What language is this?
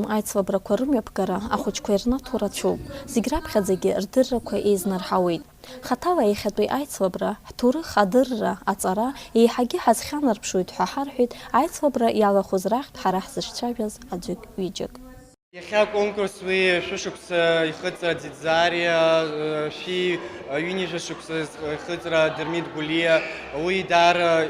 Abkhazian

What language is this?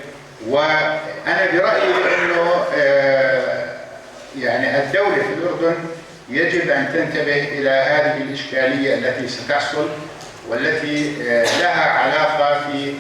North Levantine Arabic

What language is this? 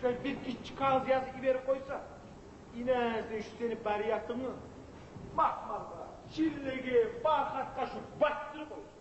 Kumyk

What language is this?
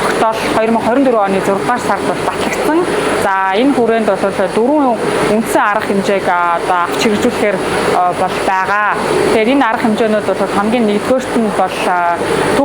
Mongolian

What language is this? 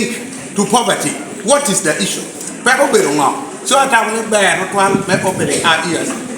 Lango (Uganda)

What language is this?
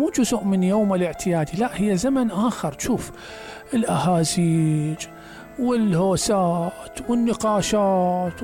Mesopotamian Arabic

